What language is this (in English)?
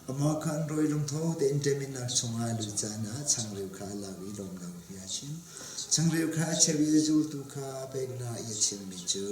Hakha Chin